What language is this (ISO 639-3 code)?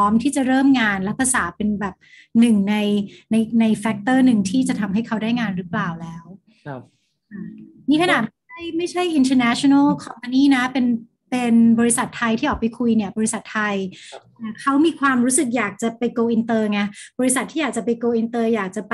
tha